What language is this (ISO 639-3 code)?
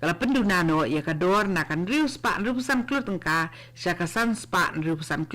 kha